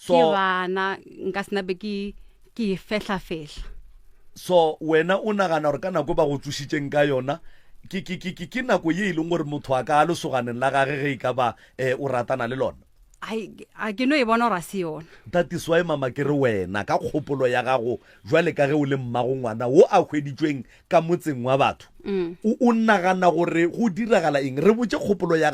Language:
Northern Sotho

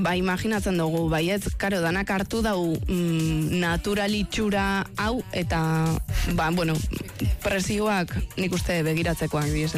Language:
Basque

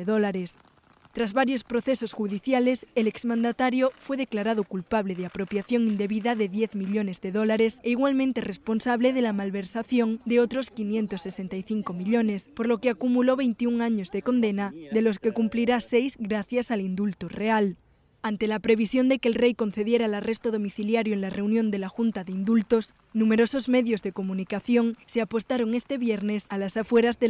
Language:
Spanish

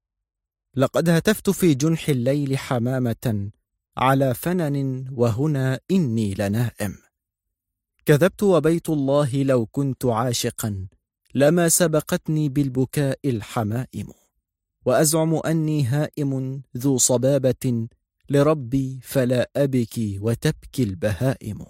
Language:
Arabic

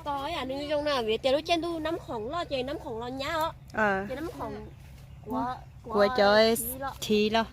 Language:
Hmong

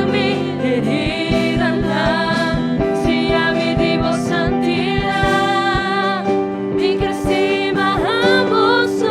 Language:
Papiamento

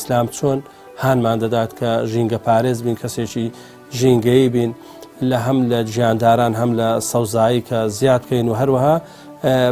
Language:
Central Kurdish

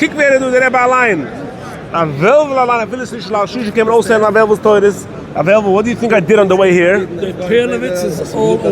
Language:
Yiddish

